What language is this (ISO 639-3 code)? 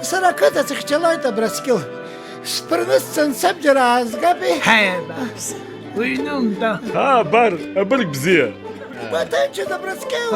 abk